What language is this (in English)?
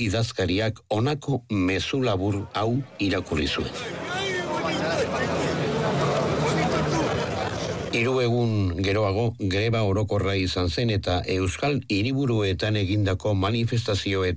Basque